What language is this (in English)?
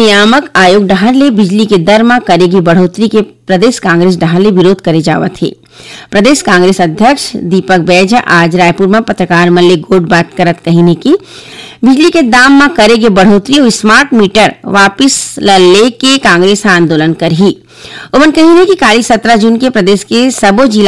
Chhattisgarhi